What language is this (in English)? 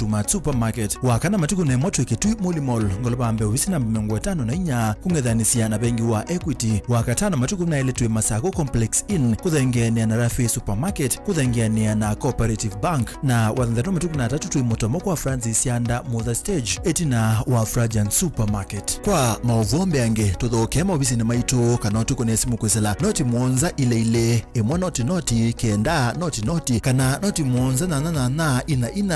Kamba